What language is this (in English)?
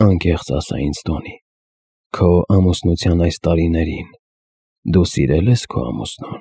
Armenian